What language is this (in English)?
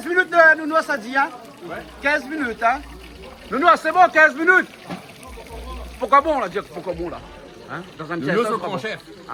Réunion Creole French